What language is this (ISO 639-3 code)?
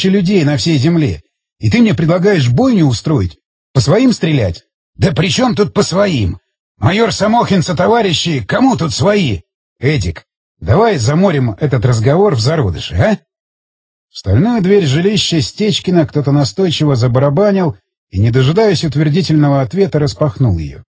rus